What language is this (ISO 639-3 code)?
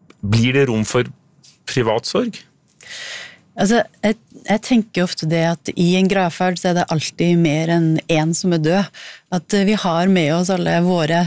nor